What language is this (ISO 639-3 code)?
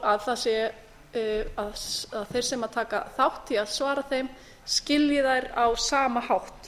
isl